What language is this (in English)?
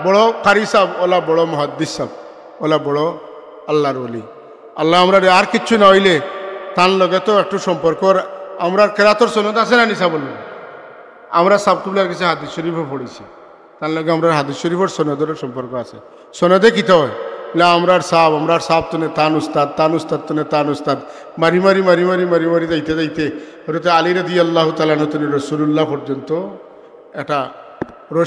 Sylheti